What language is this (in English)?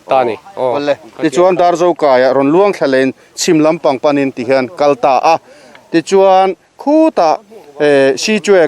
Mizo